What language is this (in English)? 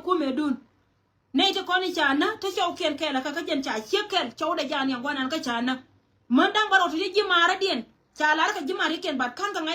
Nuer